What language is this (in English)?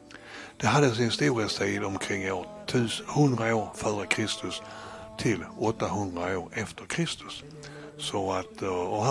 Swedish